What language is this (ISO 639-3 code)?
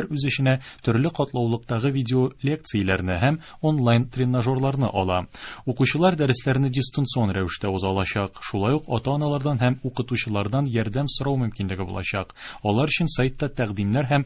tat